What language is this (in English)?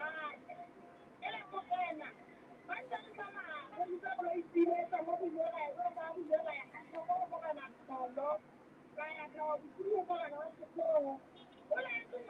Southern Sotho